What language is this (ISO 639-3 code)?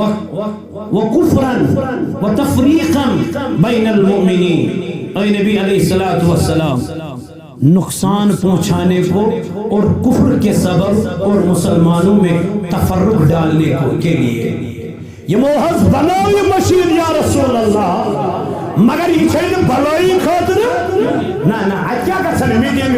kas